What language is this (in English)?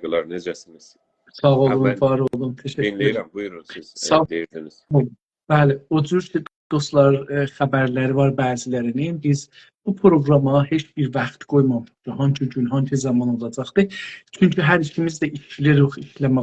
South Azerbaijani